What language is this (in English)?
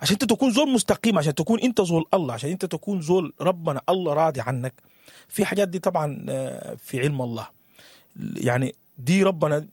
Sudanese Arabic